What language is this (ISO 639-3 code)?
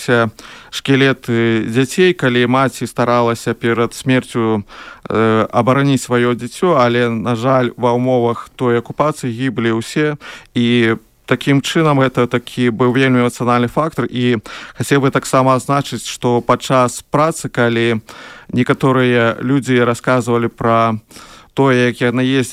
bel